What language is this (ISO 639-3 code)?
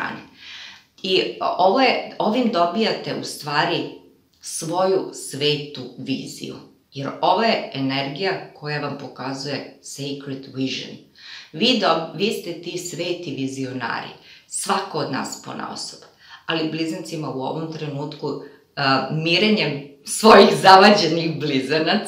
srp